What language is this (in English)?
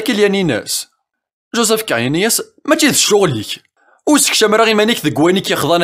Kabyle